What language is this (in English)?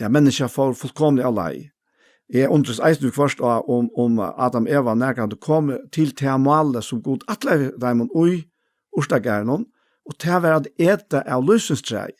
Faroese